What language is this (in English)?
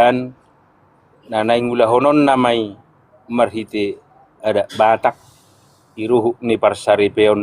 Batak Toba